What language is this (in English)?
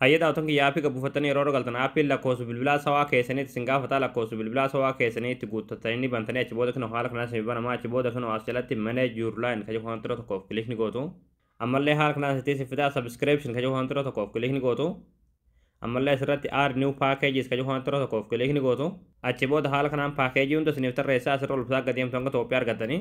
Oromo